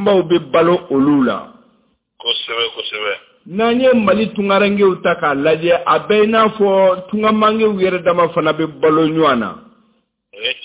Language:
Bambara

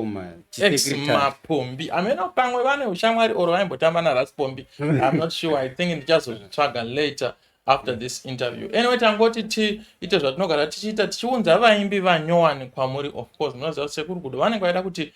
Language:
Shona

